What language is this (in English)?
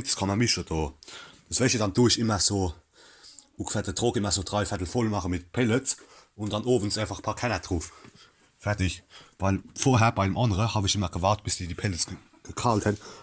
Palatine German